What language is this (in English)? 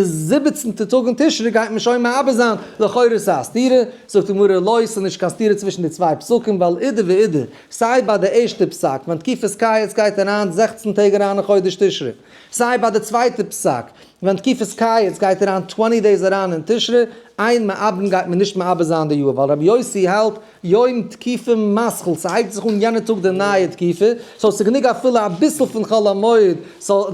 Yiddish